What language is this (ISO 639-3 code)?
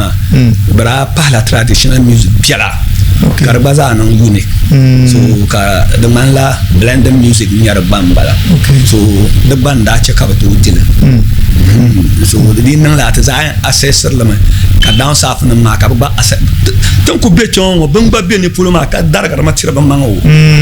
dag